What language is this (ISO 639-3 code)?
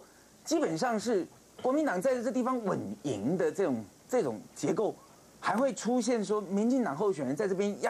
zho